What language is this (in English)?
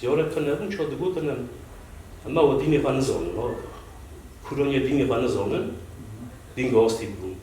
Kurdish